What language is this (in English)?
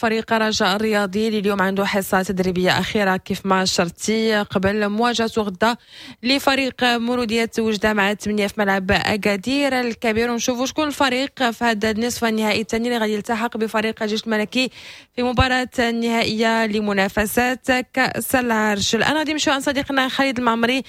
Moroccan Arabic